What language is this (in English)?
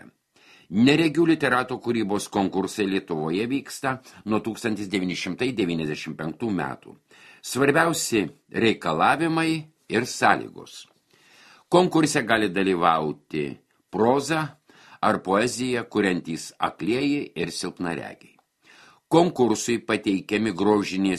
Lithuanian